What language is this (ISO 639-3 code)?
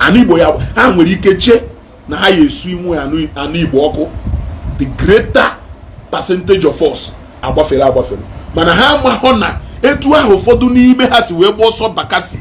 ibo